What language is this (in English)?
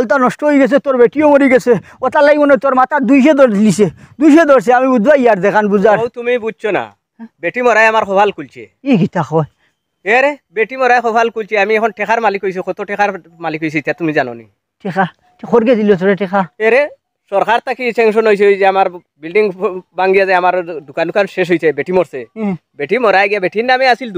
Sylheti